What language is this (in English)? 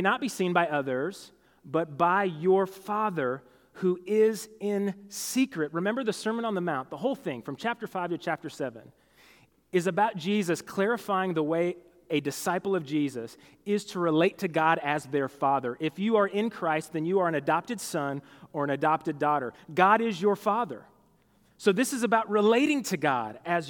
English